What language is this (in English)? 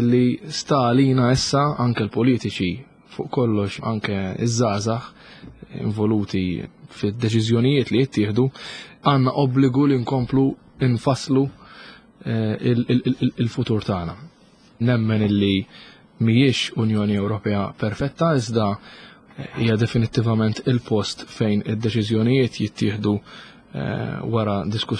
Maltese